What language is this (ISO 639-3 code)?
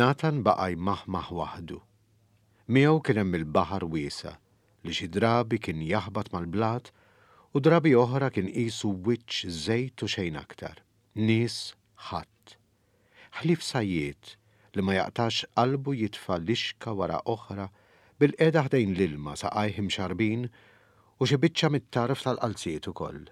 mlt